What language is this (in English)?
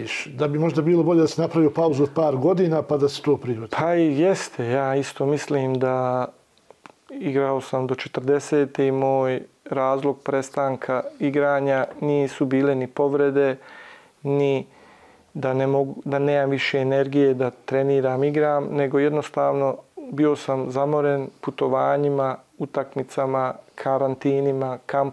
Bosnian